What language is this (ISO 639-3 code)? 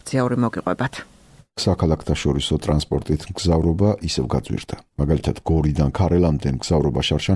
kat